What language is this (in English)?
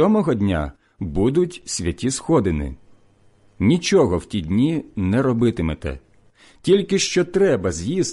Ukrainian